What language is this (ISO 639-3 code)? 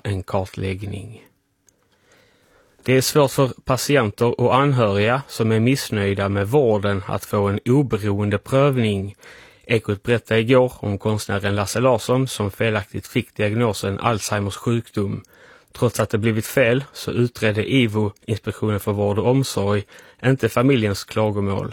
swe